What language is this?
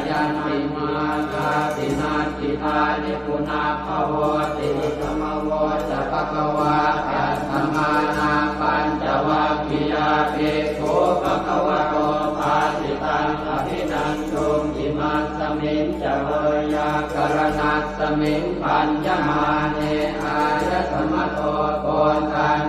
Pali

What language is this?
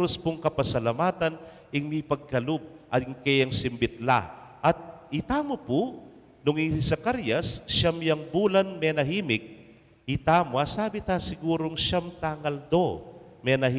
Pampanga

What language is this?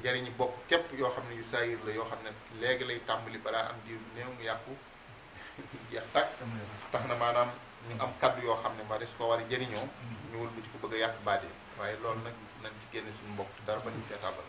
Wolof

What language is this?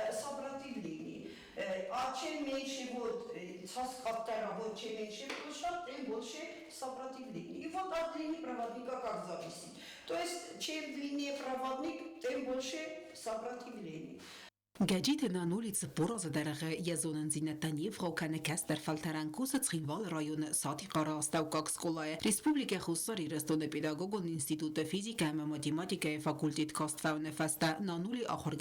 Ossetic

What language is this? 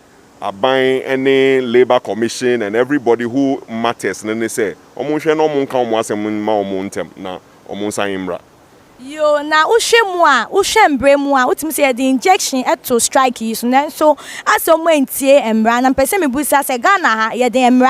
Akan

